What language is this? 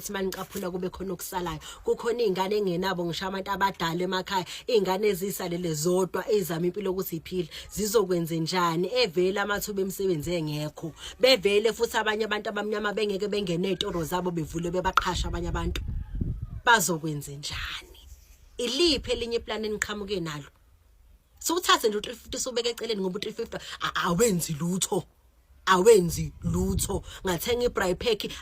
Zulu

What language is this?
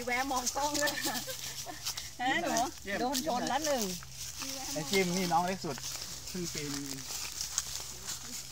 Thai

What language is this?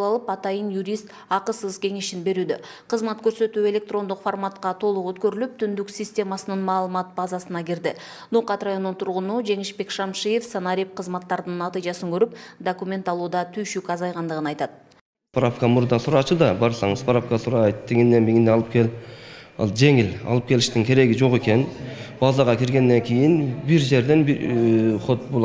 Kyrgyz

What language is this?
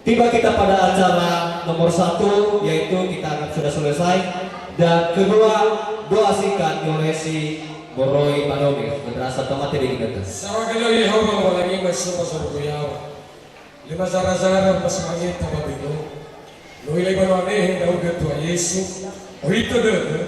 Nias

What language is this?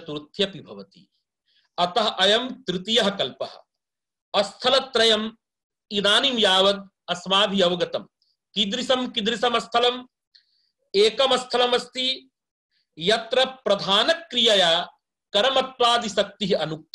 Sanskrit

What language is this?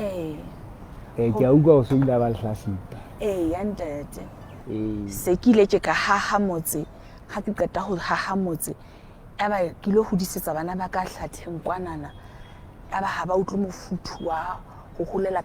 Southern Sotho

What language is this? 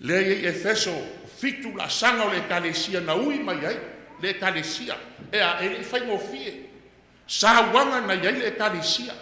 Samoan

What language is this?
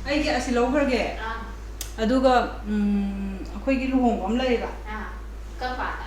Manipuri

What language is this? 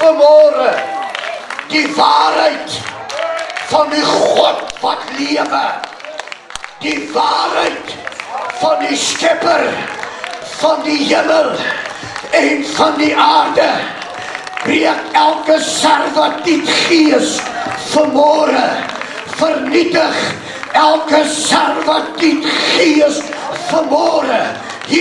Afrikaans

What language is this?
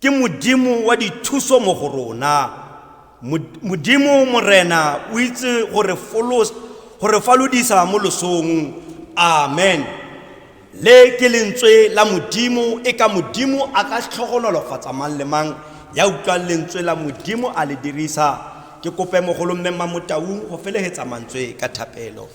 Tswana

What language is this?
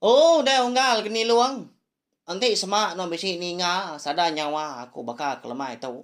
Iban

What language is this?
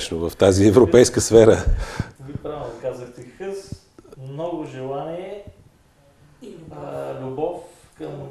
Bulgarian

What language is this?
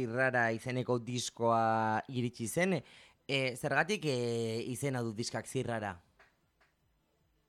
Basque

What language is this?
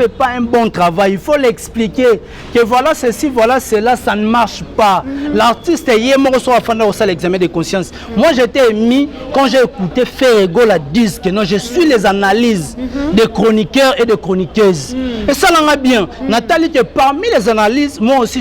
Lingala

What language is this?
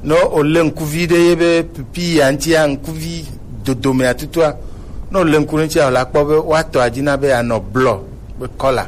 Gen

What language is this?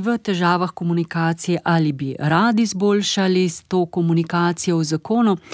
Slovenian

